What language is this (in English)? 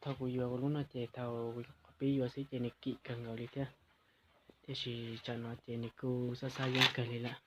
Hmong